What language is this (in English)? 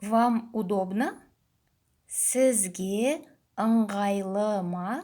Kazakh